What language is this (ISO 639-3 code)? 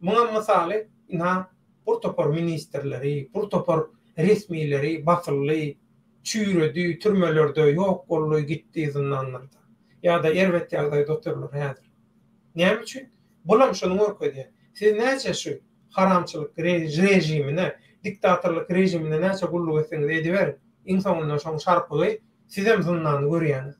tuk